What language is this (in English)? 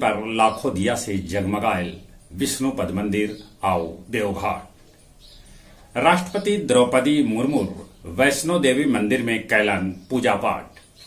Magahi